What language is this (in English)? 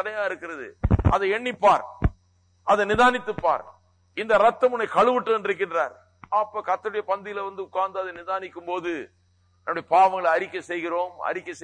Tamil